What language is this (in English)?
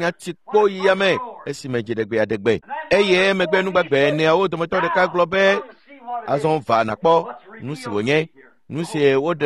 Ewe